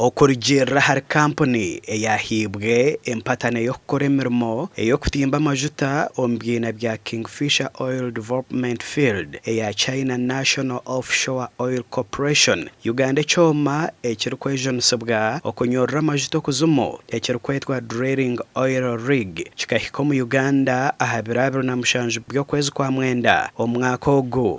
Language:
Nyankole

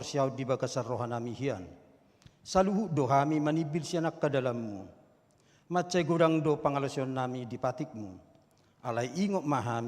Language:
Batak Toba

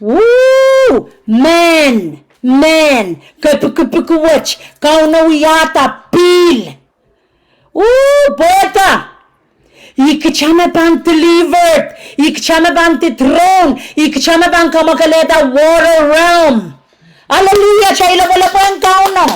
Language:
Pohnpeian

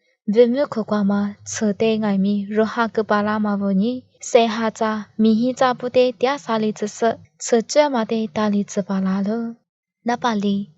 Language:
Lisu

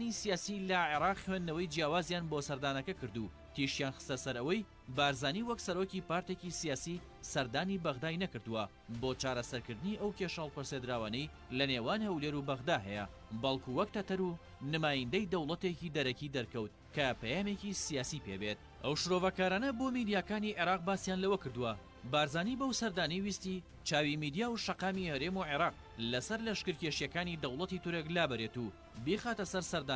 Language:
Central Kurdish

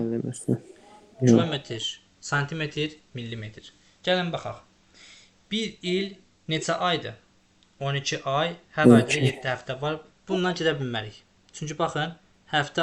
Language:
Azerbaijani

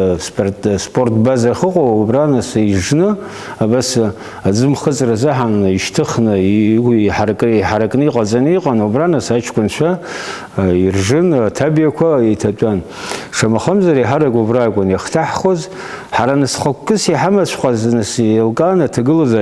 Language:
Abkhazian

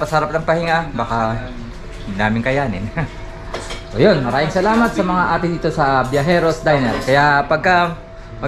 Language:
Filipino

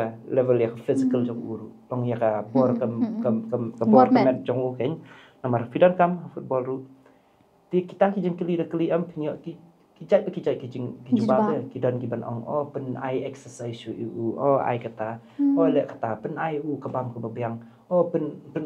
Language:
Khasi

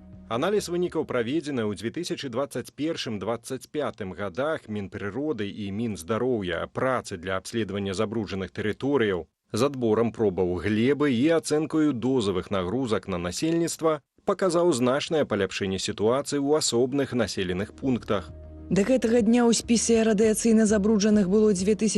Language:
Belarusian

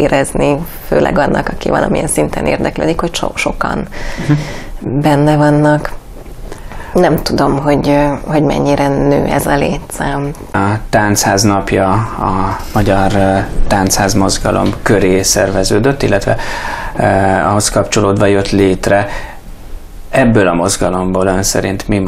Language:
Hungarian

